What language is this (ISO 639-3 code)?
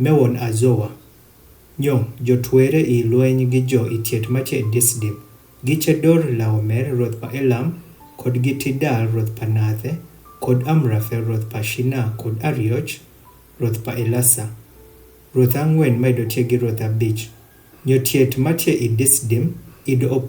adh